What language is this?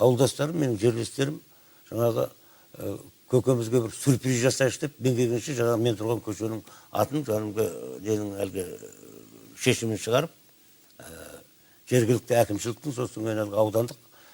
Kazakh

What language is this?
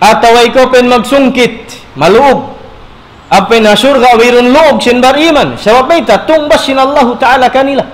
Tausug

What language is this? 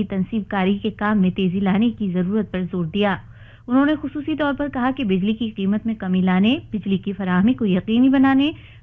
Urdu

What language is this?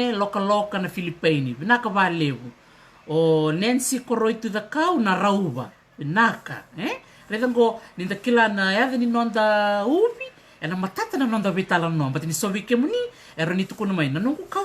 Fijian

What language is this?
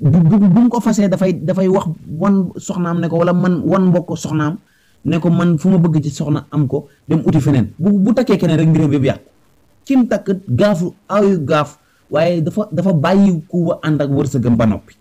Wolof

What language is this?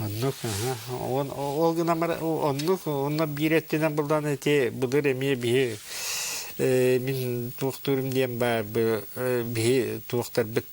Yakut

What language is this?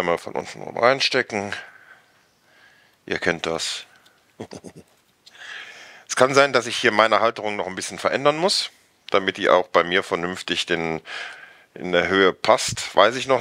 German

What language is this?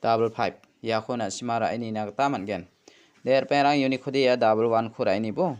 Garo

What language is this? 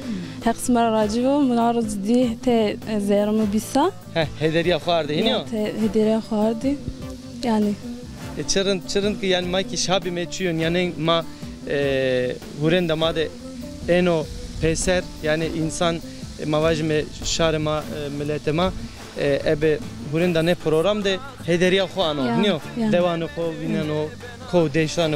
Zaza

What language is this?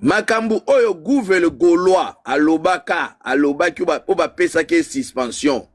Lingala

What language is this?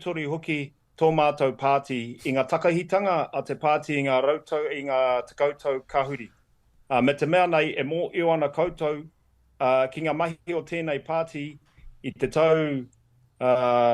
Māori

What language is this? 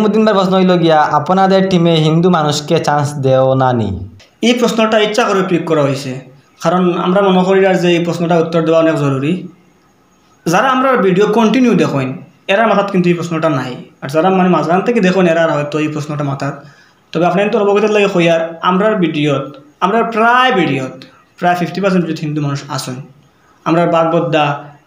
Sylheti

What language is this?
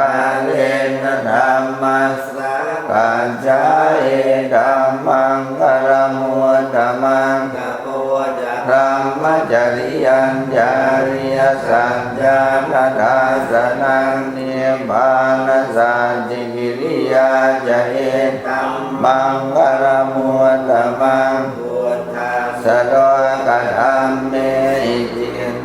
Pali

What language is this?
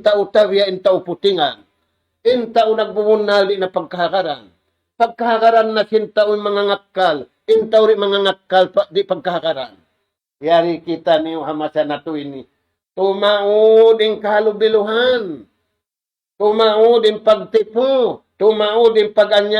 Tausug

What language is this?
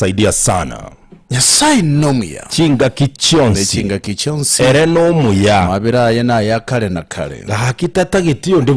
Gusii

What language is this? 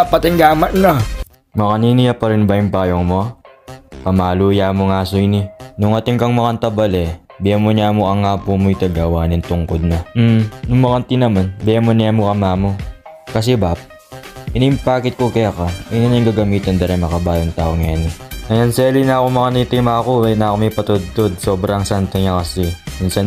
Pampanga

